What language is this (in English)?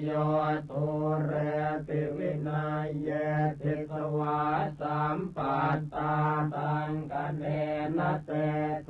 Pali